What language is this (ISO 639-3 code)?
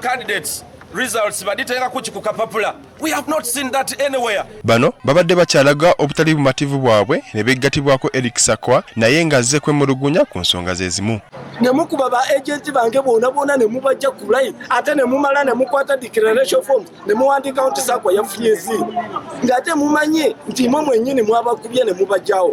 lug